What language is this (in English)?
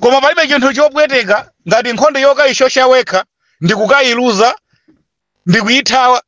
Nyanja